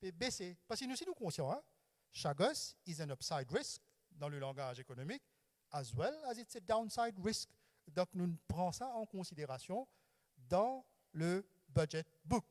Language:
Morisyen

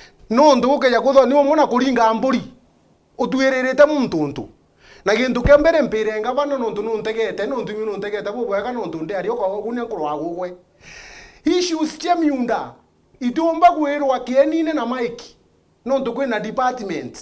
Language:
Meru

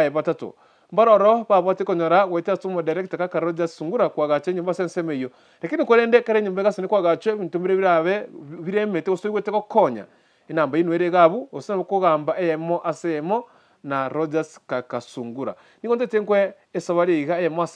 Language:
Gusii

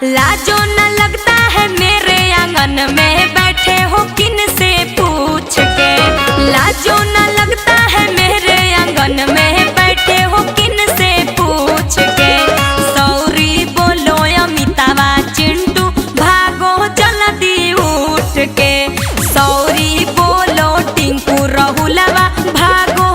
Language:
Magahi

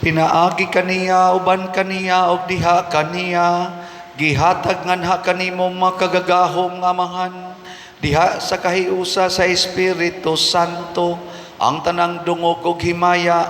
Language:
Cebuano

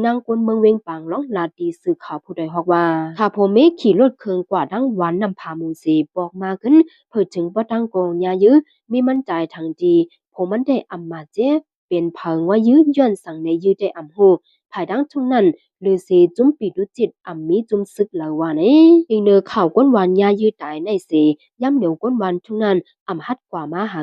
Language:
Shan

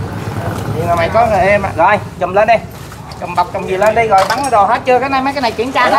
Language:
Vietnamese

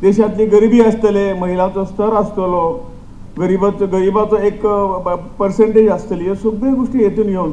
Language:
Konkani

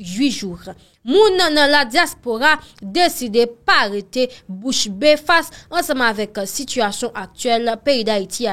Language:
Haitian Creole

